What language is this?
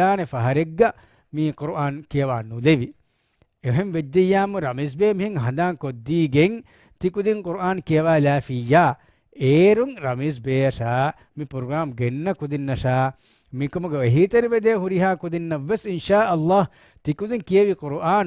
Divehi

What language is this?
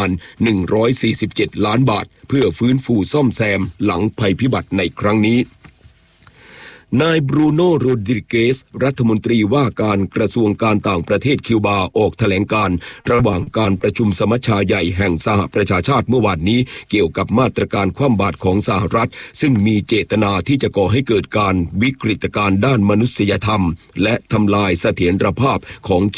Thai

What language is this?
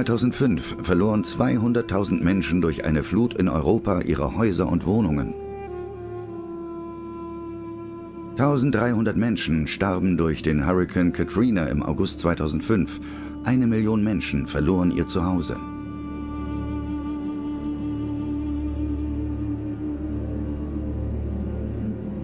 German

